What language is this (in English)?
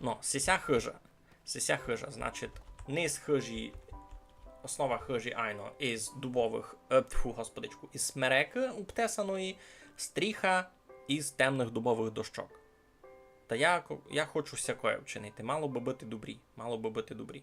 Rusyn